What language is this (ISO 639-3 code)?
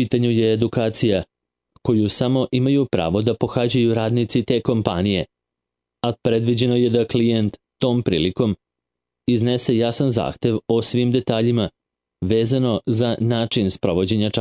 srp